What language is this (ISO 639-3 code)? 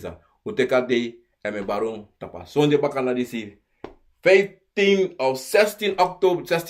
srn